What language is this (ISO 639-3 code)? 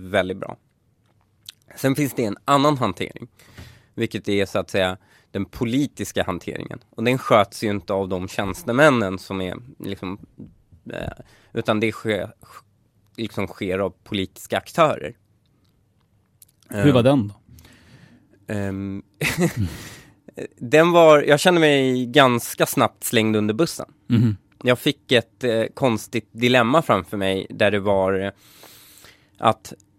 swe